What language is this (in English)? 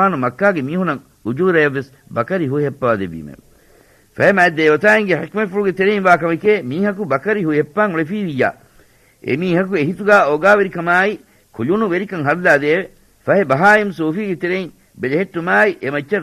Divehi